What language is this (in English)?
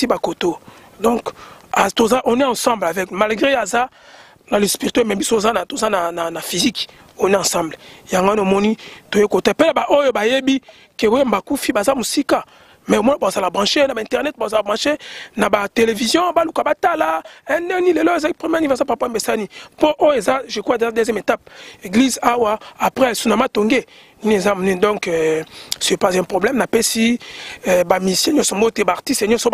Lingala